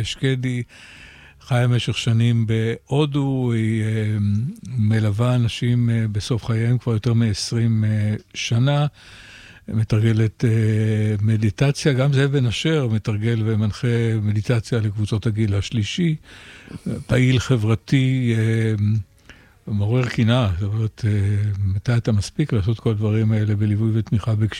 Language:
Hebrew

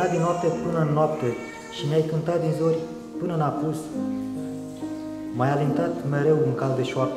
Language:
Romanian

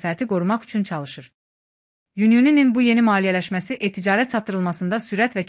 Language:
Azerbaijani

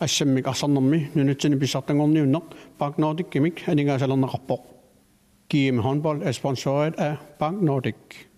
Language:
Kalaallisut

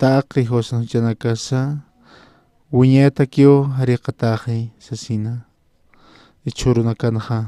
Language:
Aymara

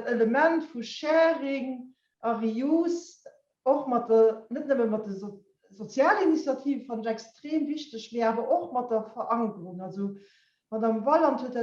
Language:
Luxembourgish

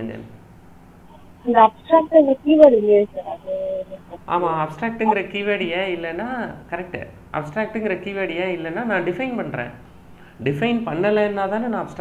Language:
Tamil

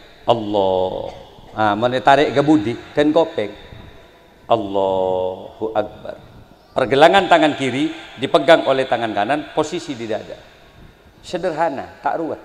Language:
Madurese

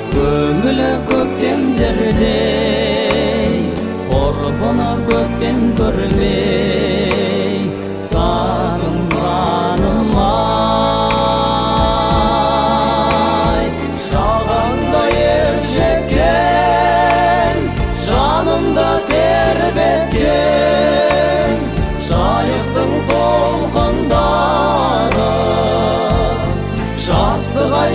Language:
Kazakh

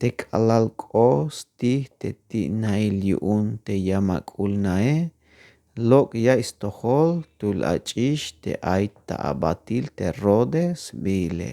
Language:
Tzeltal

